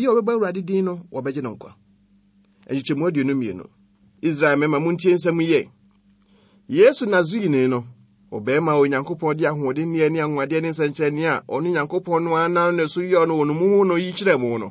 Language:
Akan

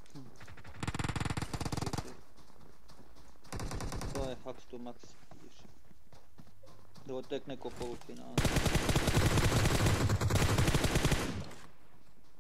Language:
Bosnian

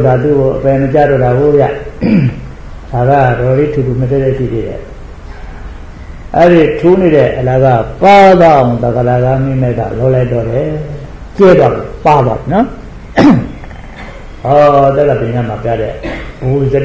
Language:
Burmese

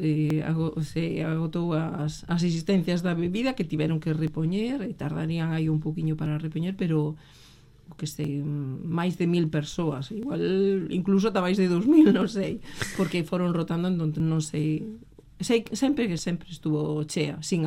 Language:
Galician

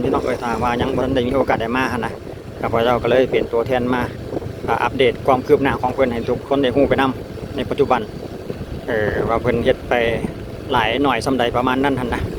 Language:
Lao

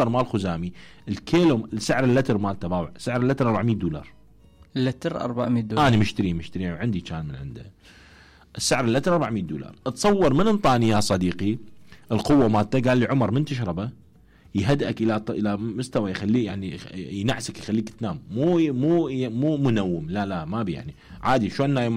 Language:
Mesopotamian Arabic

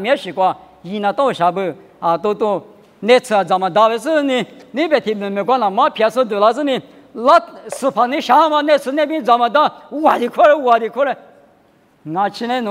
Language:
Lisu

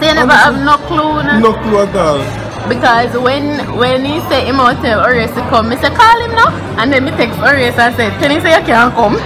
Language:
Jamaican Creole English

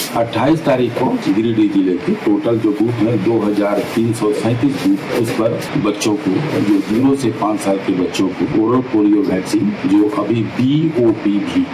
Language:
Hindi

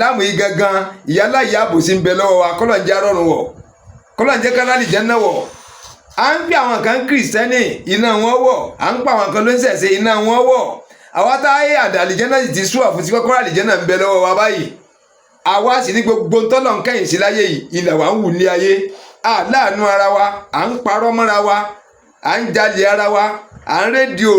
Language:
Yoruba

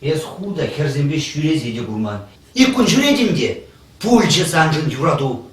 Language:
Chuvash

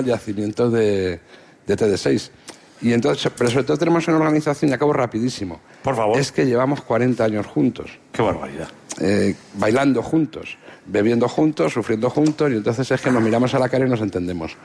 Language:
Spanish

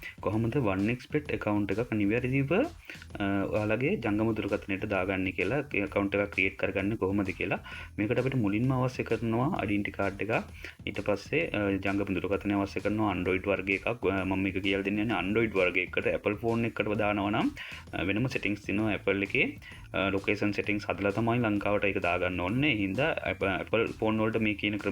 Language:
Sinhala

